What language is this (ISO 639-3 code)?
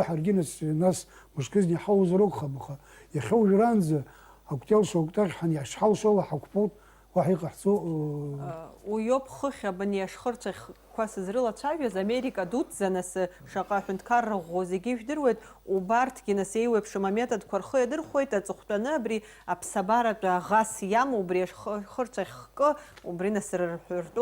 abk